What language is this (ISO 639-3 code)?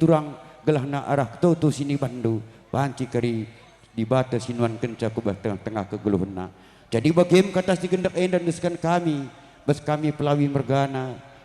btx